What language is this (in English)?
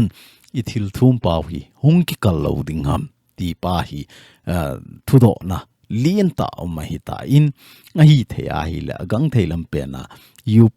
Thado Chin